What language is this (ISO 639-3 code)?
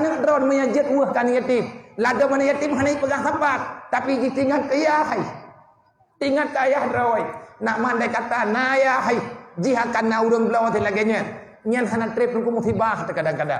ace